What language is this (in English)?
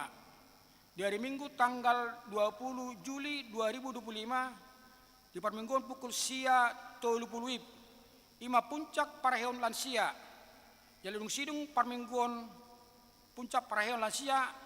Batak Toba